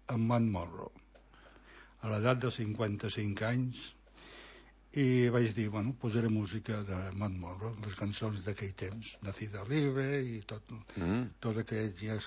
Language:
Catalan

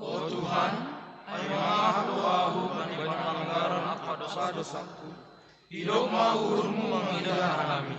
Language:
Batak Simalungun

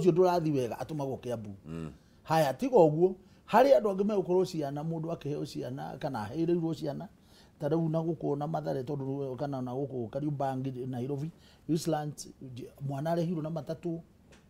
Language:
Kikuyu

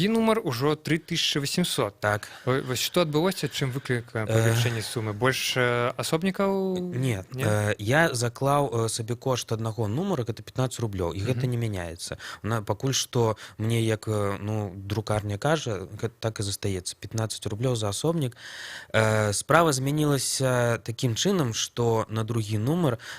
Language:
Belarusian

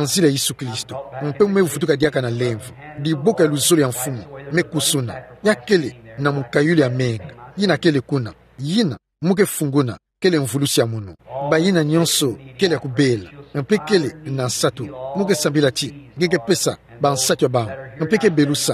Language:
Kituba (Democratic Republic of Congo)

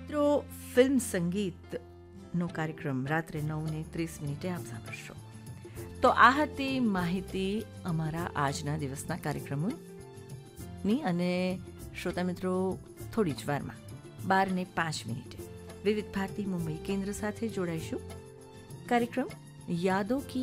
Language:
Gujarati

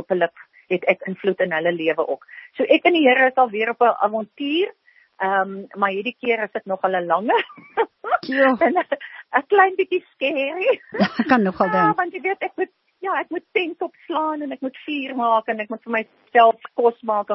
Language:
Afrikaans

